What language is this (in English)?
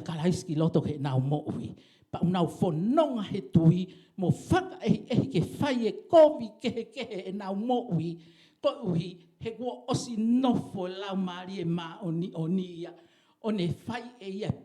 Tongan